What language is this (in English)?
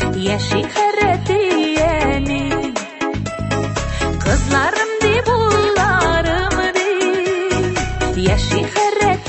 Tatar